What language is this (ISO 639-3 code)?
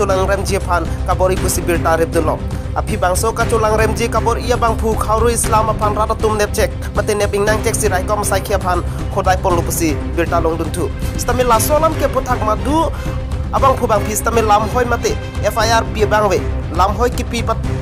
mjw